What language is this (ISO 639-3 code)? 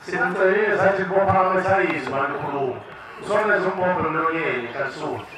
zul